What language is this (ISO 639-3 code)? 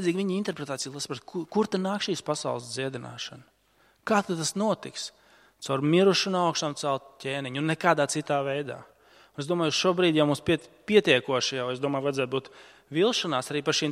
lav